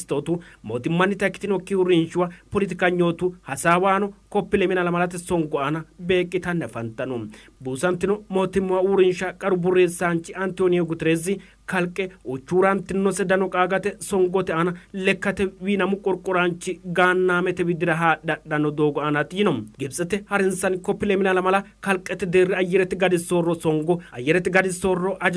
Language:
Sidamo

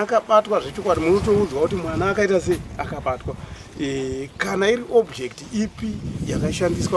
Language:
Shona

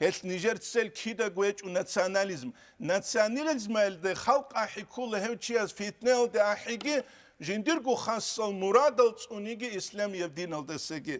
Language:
Avaric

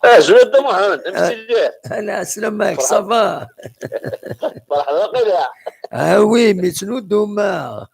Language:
Kabyle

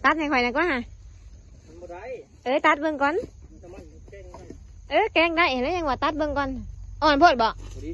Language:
Northeastern Thai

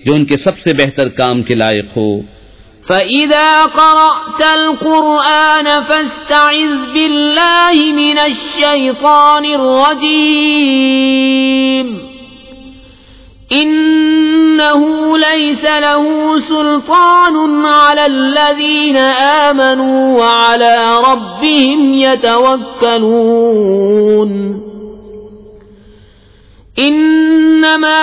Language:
Urdu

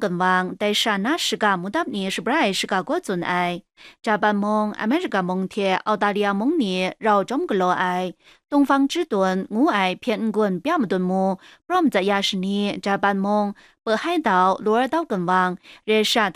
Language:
Kachin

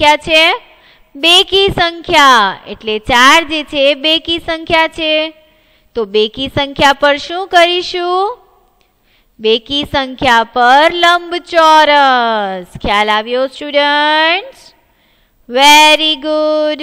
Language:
Gujarati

